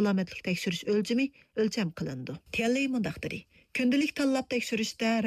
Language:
Uyghur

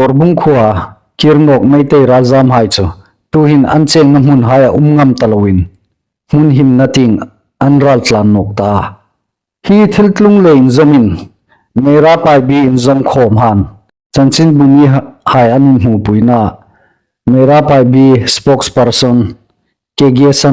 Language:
Hmar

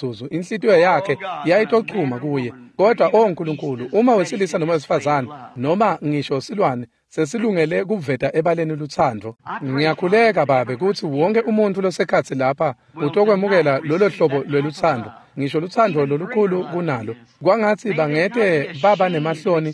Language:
Swati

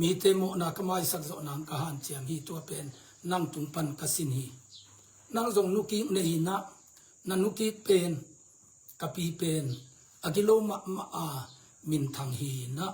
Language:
Tedim Chin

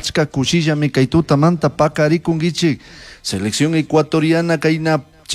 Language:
Chimborazo Highland Quichua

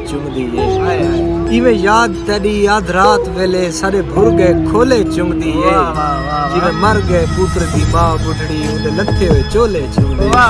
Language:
Saraiki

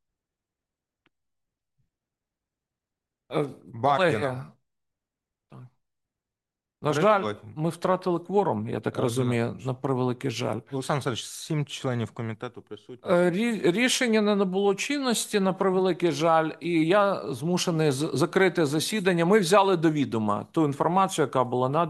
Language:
Ukrainian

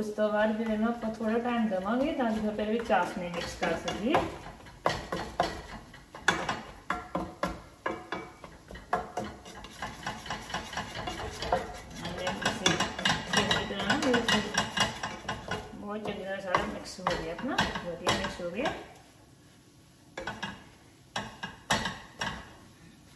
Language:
Punjabi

